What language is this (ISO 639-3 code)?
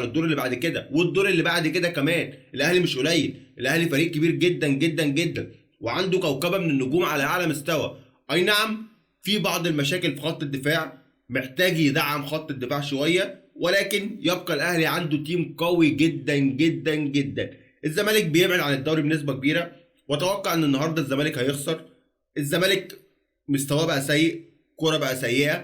arz